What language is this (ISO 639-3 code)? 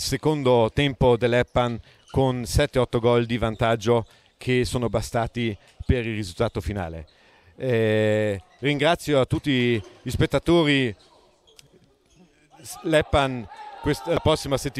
ita